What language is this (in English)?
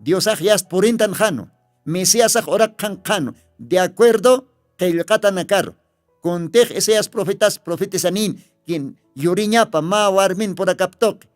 Aymara